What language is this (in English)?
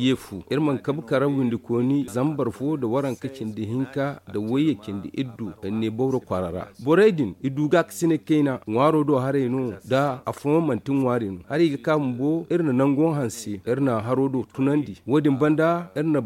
Zarma